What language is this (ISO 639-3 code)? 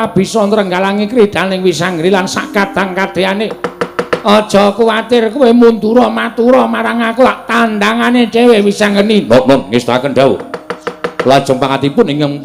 jav